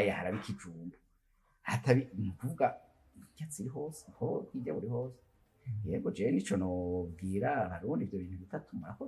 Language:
Rundi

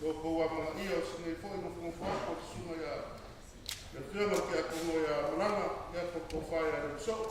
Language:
Samoan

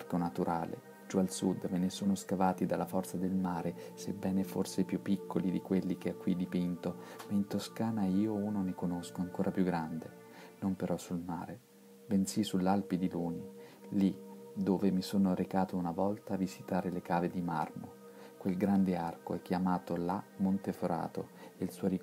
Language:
Italian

